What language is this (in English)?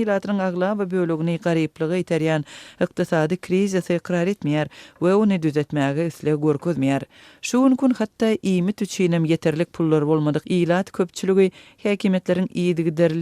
Turkmen